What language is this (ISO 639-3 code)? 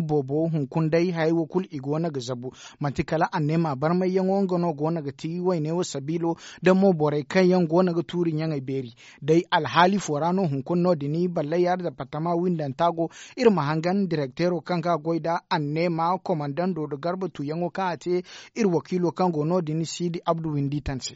dje